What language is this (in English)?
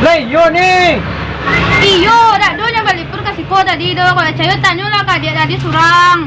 Minangkabau